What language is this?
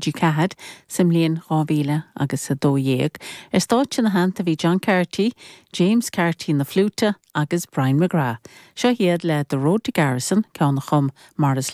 Irish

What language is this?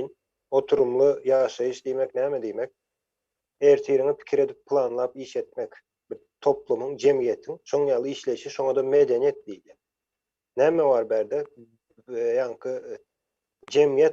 Turkmen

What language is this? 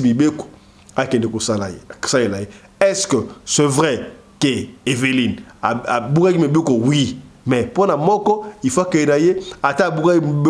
Lingala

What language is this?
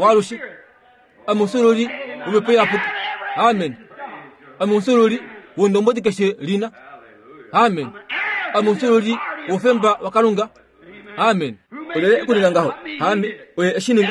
Kuanyama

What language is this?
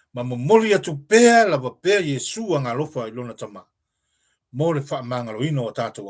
Samoan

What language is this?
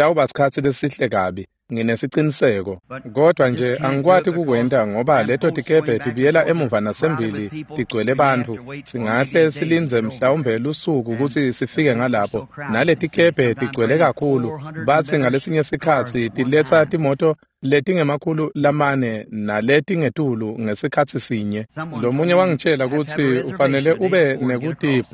Swati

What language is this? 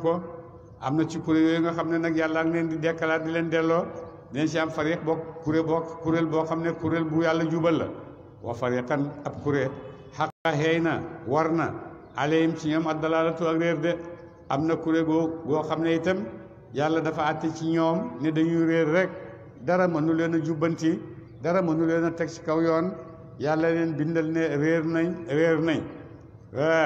Wolof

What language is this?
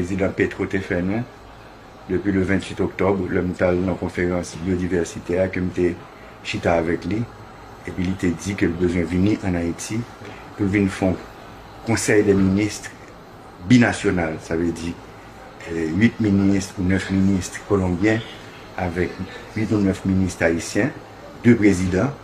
Haitian Creole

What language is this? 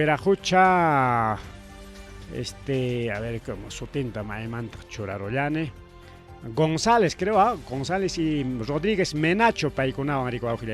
Ayacucho Quechua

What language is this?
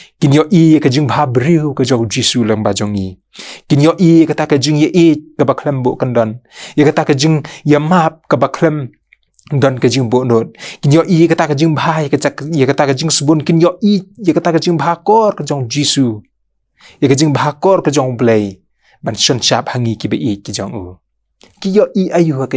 Khasi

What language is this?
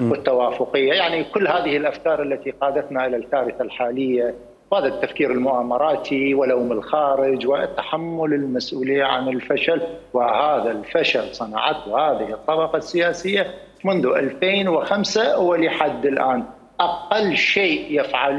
Mesopotamian Arabic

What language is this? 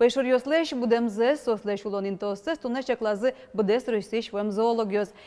Udmurt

